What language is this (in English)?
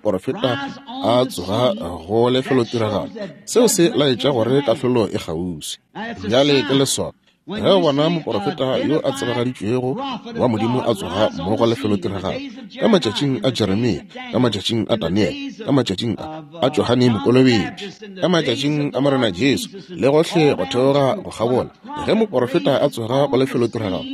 Northern Sotho